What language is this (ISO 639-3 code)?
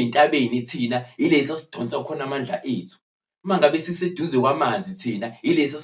zul